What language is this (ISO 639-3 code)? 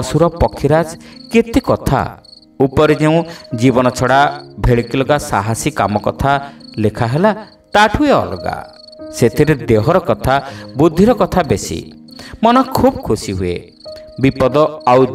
ori